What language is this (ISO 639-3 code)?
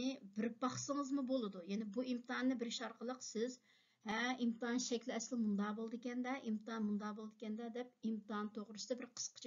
uig